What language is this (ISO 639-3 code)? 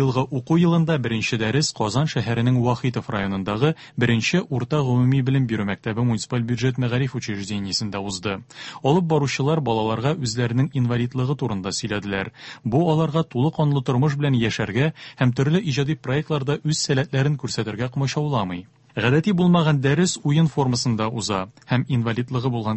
tat